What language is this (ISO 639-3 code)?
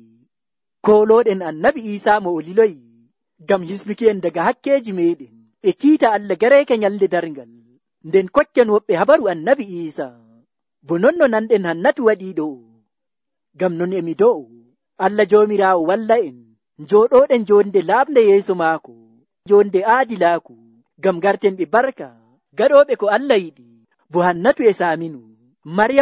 fuv